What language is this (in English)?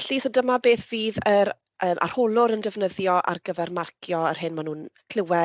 Welsh